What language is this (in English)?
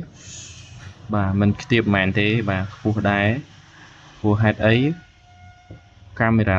Khmer